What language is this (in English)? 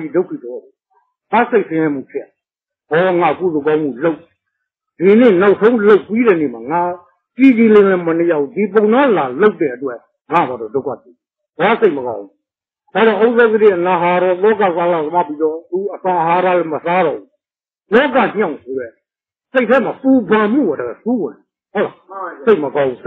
Burmese